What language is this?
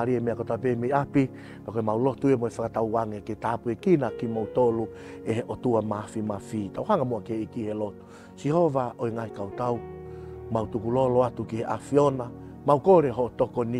Tongan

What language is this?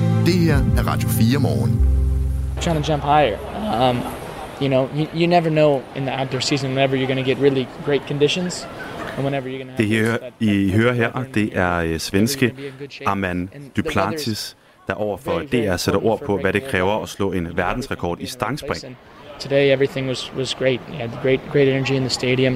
Danish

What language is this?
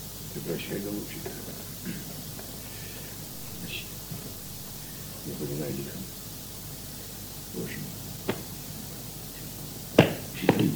Russian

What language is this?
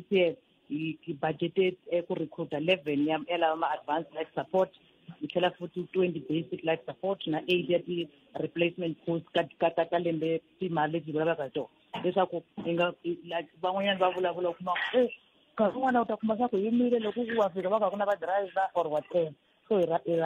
Tsonga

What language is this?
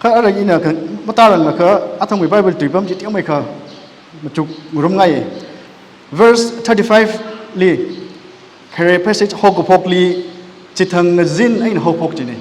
Tangkhul Naga (India)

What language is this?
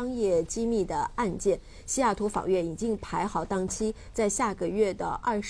Chinese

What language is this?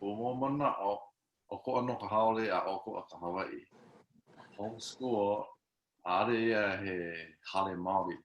Hawaiian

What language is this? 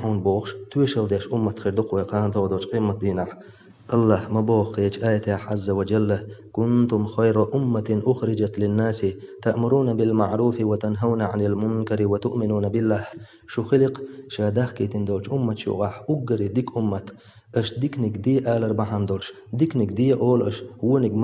Chechen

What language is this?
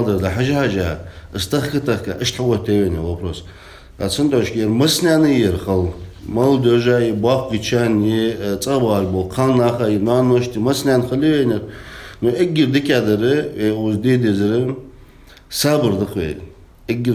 Ingush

